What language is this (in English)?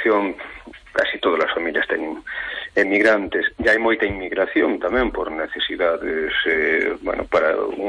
Galician